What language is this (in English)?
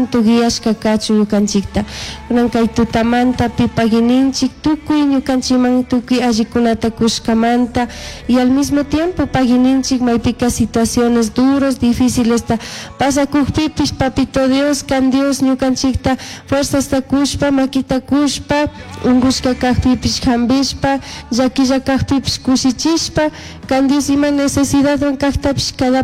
Chimborazo Highland Quichua